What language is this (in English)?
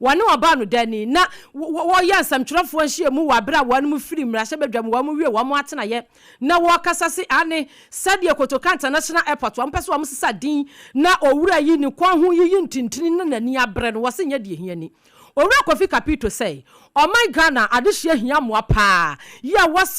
Akan